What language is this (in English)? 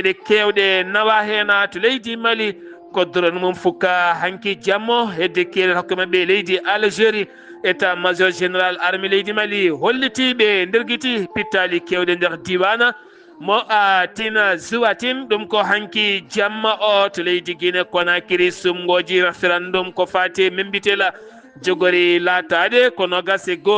Fula